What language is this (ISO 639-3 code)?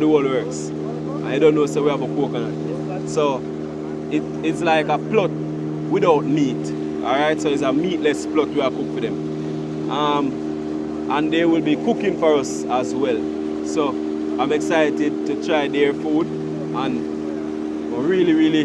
jam